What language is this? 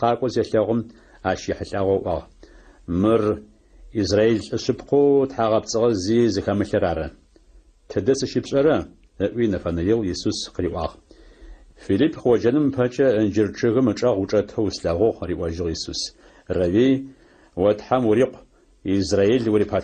Adyghe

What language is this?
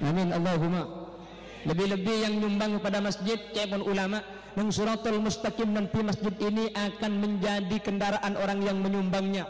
Madurese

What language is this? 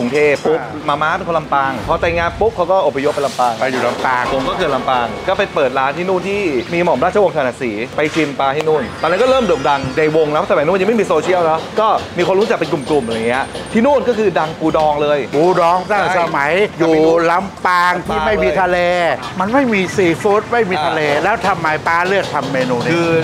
Thai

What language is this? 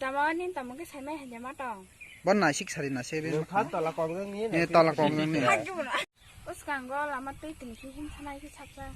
Kok Borok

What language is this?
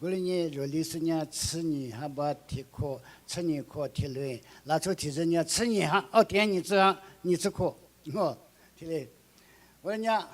Lisu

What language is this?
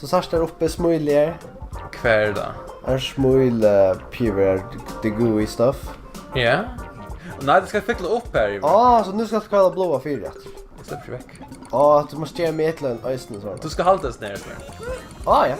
Faroese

